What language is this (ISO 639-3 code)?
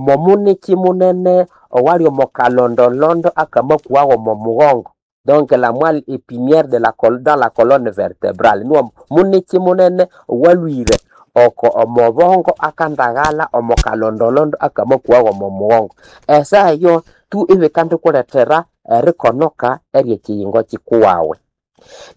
nnb